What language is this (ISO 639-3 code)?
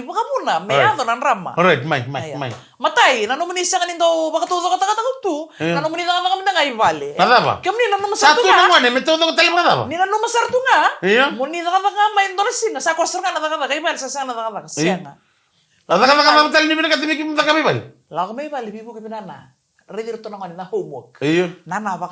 fij